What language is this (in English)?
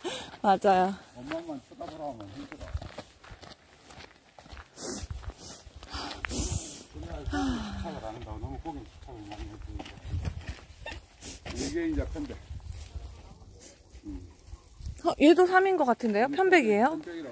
Korean